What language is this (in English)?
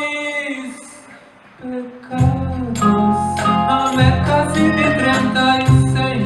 Ladino